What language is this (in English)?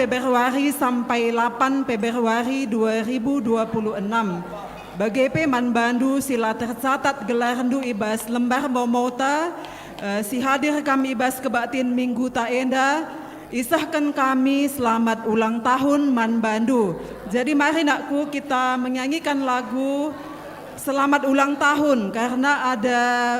Batak Karo